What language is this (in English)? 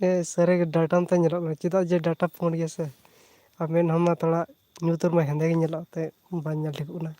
Santali